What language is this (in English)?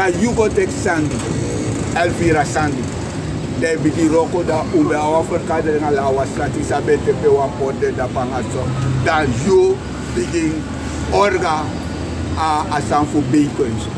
Sranan Tongo